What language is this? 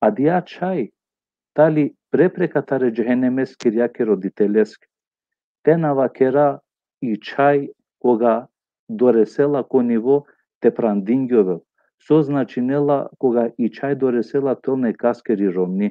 Balkan Romani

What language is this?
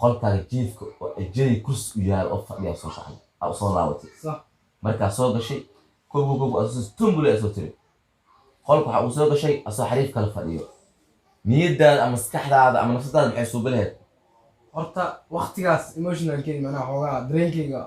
Somali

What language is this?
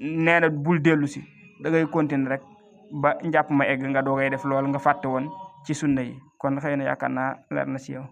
Wolof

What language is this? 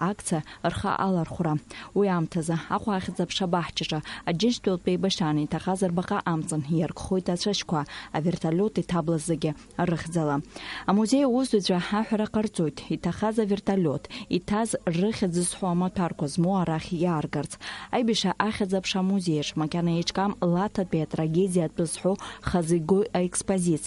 Abkhazian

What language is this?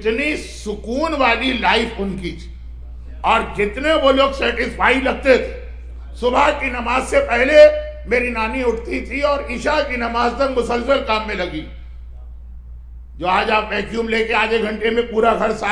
Urdu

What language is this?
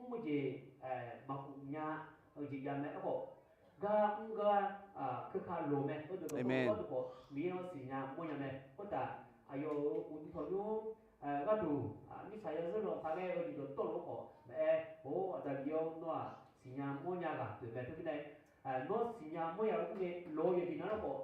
Akha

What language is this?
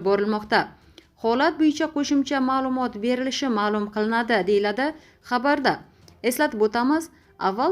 Uzbek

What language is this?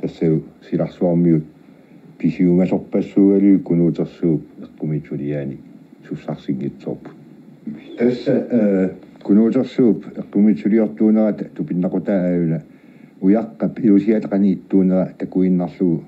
Kalaallisut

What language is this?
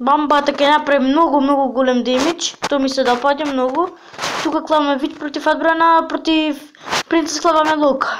Macedonian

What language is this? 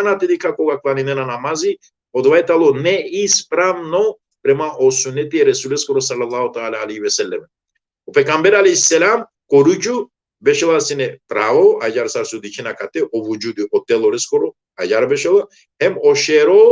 Balkan Romani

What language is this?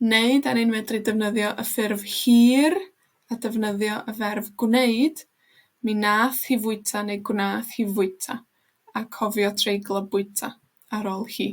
Welsh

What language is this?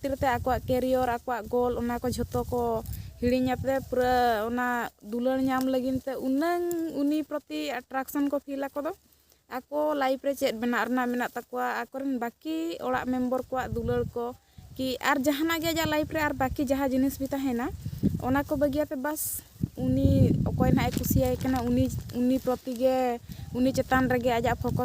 Santali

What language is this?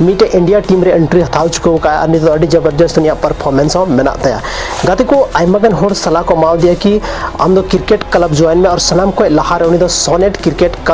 Santali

